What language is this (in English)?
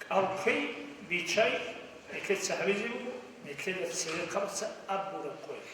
Avaric